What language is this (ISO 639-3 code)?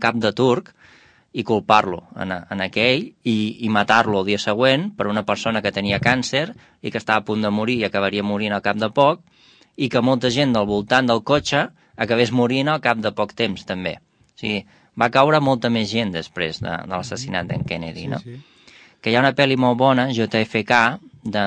cat